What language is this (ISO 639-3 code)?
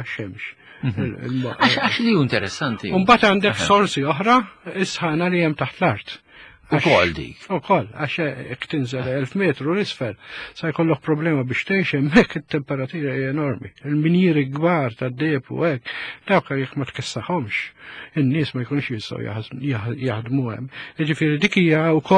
mlt